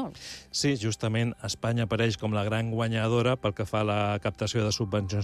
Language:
Catalan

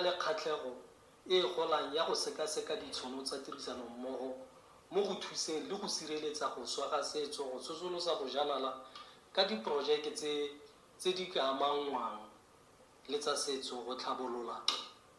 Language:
Tswana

